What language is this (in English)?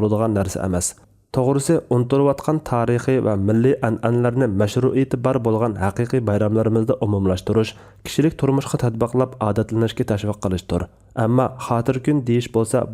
Uyghur